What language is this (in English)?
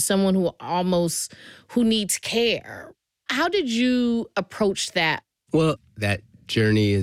English